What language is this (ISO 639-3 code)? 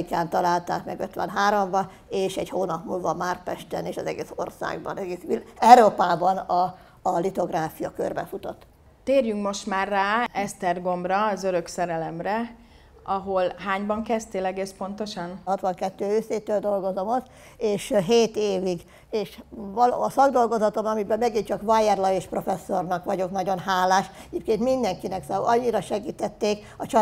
hun